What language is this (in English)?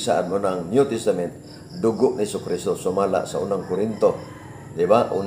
Cebuano